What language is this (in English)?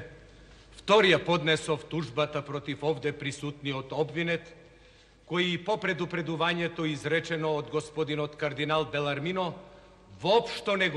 Macedonian